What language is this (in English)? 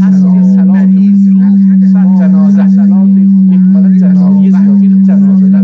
South Azerbaijani